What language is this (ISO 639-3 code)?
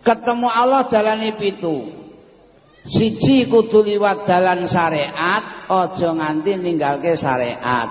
jav